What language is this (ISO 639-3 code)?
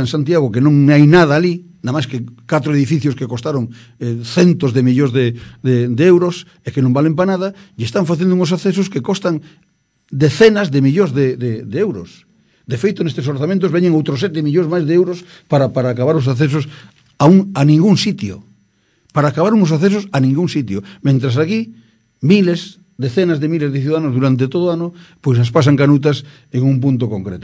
glg